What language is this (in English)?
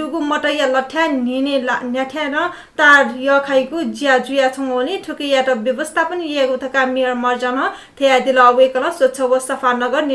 Newari